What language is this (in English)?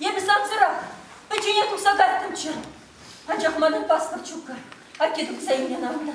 Chuvash